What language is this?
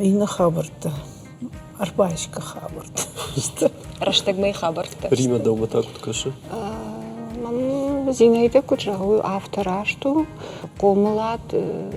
Ossetic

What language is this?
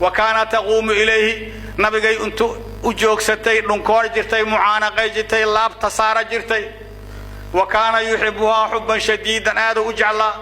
Somali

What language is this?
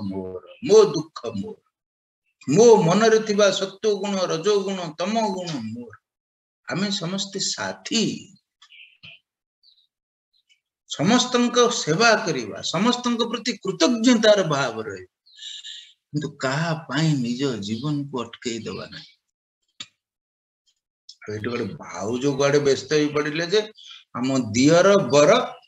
Odia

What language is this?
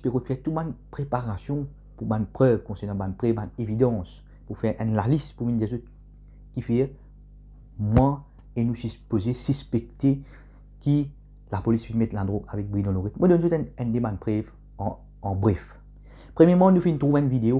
Morisyen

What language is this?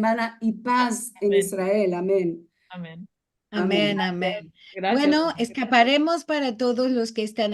Ladino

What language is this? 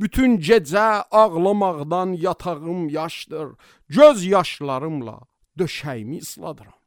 Azerbaijani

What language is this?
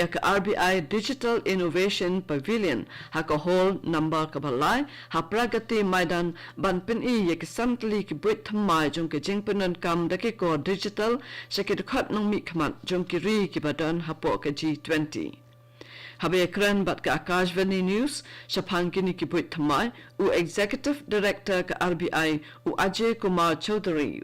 Khasi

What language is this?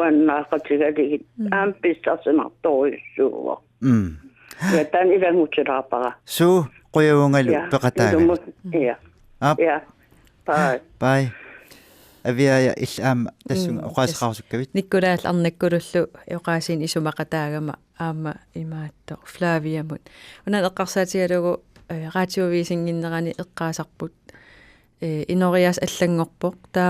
Kalaallisut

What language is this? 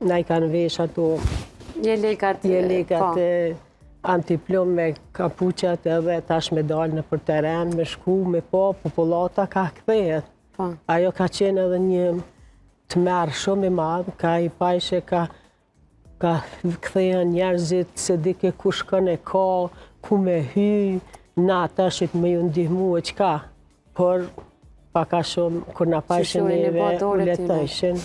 Albanian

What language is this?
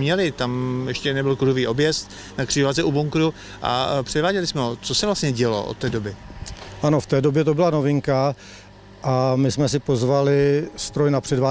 Czech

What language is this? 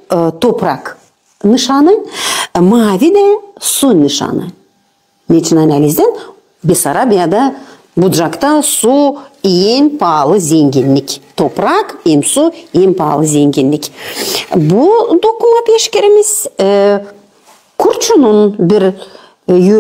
Gagauz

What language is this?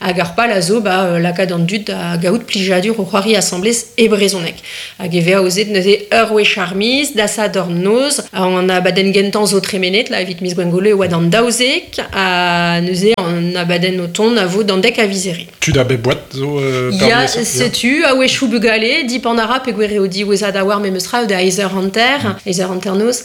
Breton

